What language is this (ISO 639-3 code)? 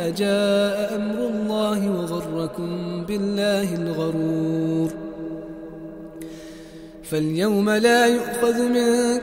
ara